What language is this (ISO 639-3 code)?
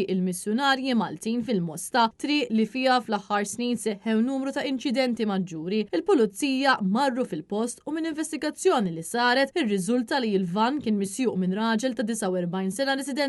mlt